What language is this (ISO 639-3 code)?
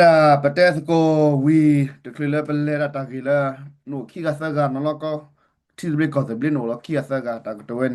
ksw